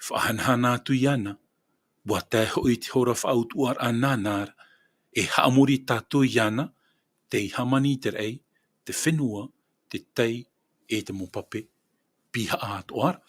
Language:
Tahitian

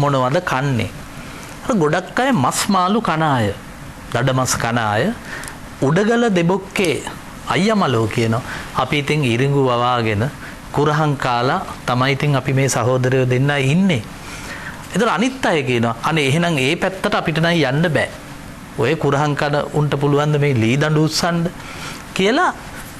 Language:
Sinhala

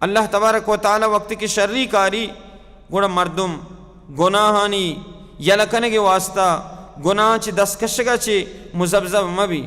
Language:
Baluchi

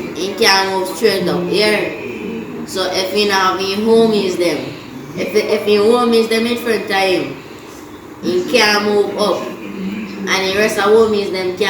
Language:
Jamaican Creole English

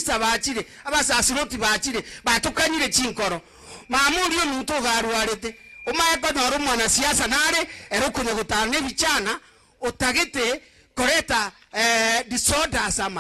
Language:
Gusii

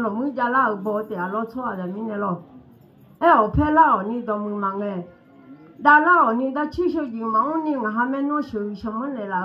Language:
Akha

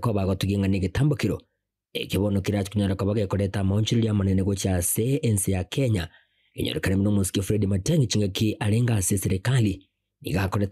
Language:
Gusii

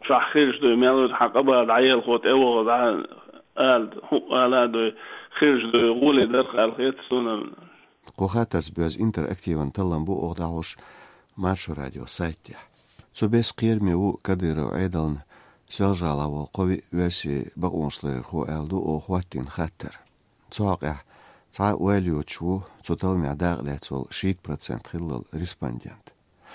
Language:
Chechen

